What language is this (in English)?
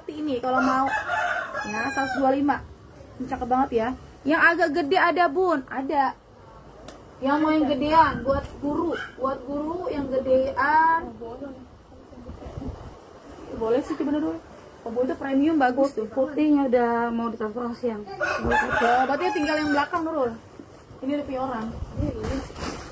Indonesian